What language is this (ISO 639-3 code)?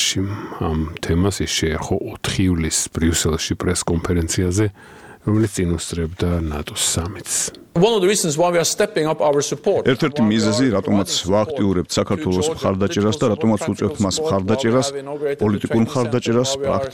kat